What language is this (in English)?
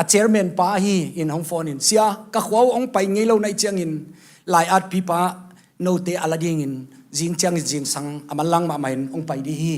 Tedim Chin